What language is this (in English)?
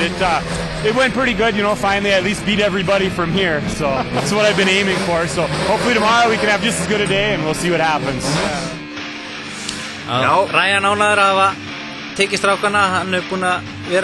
Icelandic